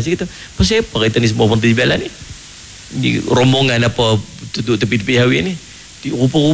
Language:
Malay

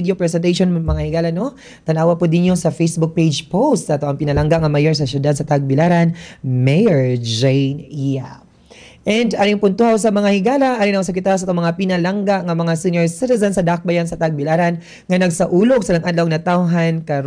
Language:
Cebuano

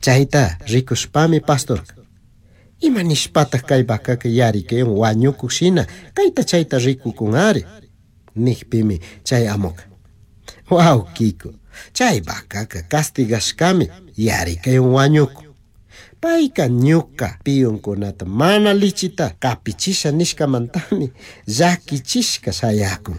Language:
Chimborazo Highland Quichua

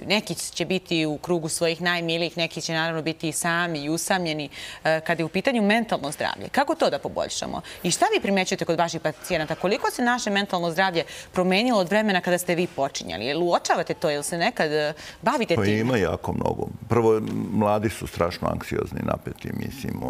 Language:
Serbian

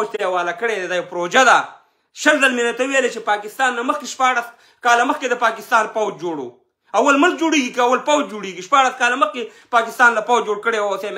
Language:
Pashto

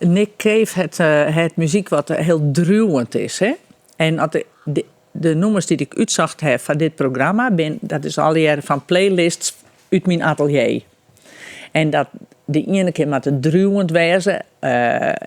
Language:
Western Frisian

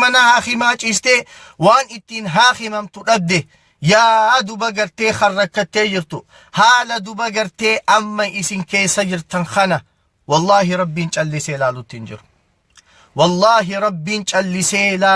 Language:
Oromo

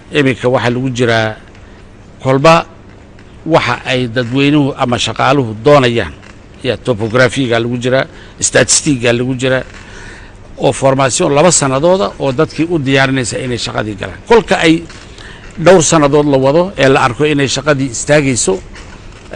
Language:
Somali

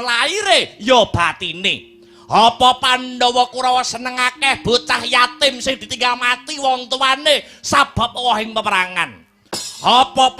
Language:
Javanese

